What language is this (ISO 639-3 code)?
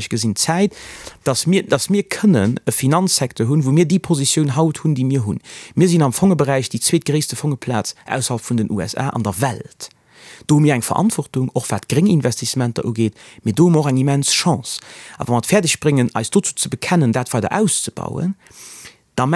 ltz